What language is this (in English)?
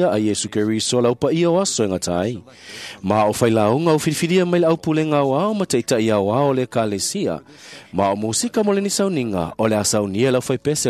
Samoan